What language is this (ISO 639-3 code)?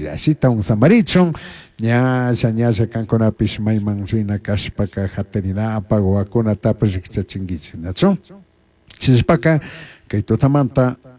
qug